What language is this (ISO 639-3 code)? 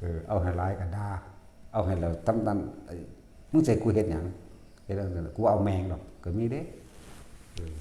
tts